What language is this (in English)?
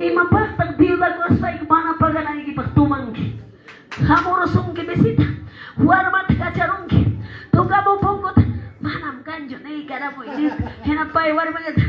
Quechua